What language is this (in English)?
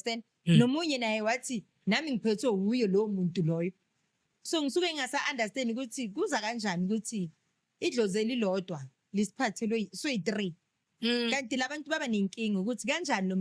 Zulu